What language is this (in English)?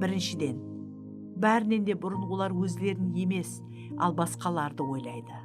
Kara-Kalpak